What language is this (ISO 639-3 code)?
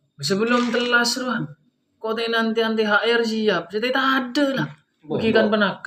mad